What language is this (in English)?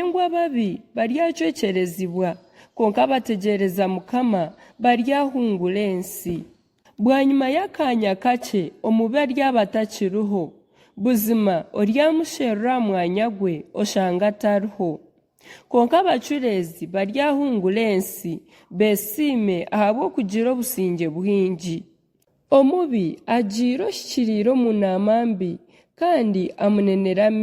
Nyankole